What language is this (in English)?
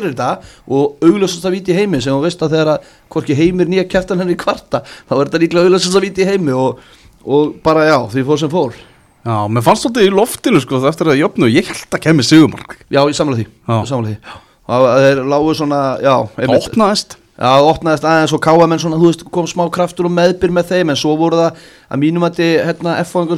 Icelandic